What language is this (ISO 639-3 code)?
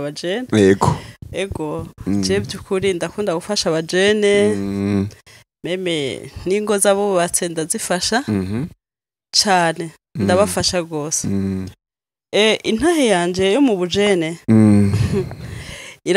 run